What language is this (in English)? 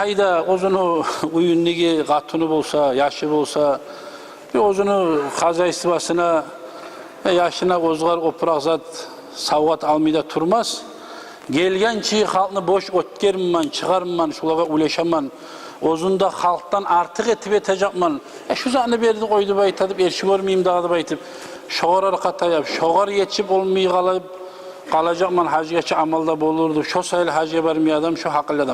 Kumyk